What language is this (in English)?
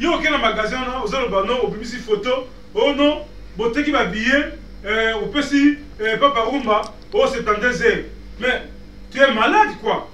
Lingala